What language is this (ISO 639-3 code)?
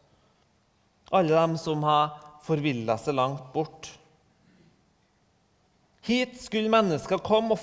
nor